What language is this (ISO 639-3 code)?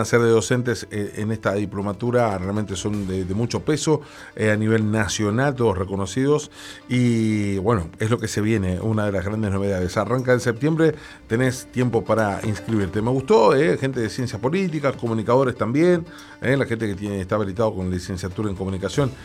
spa